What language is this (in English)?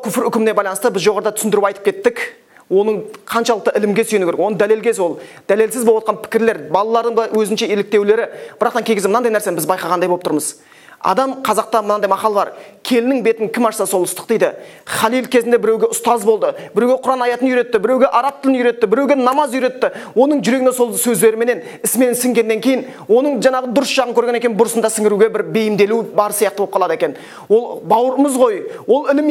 Kazakh